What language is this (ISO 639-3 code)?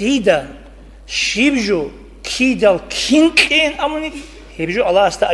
ava